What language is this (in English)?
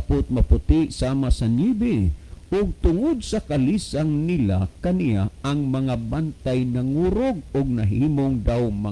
Cebuano